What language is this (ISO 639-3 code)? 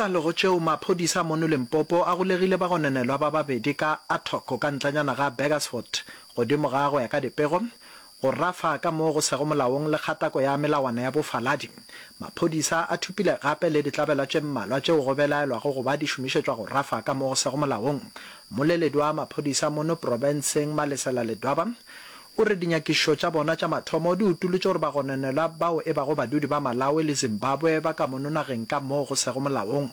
nso